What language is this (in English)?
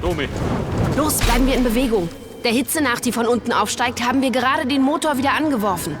Bavarian